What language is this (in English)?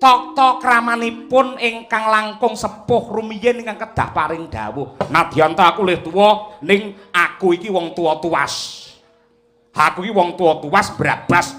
Javanese